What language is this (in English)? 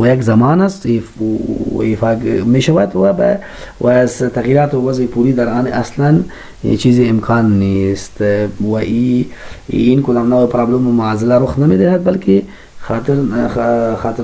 Persian